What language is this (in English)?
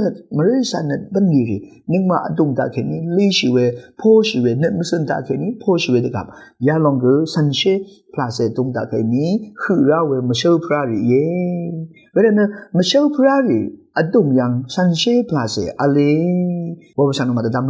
Rawang